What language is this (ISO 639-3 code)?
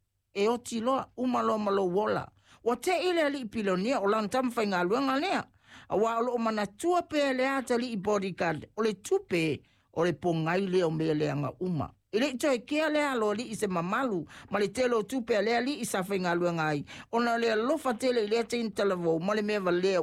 smo